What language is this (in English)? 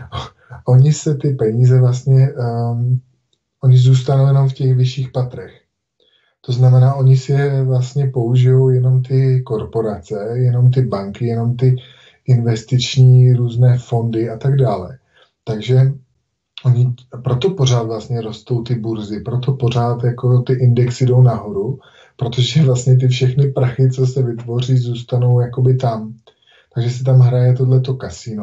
Czech